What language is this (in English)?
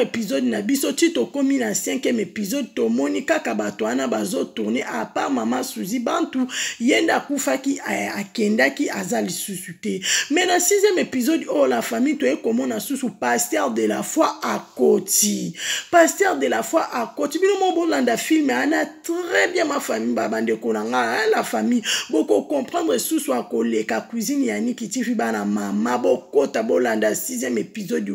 Lingala